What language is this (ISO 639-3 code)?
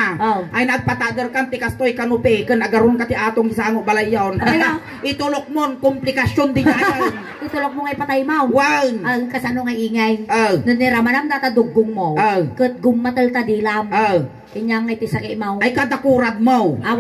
ilo